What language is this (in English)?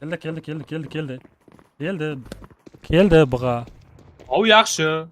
Kara-Kalpak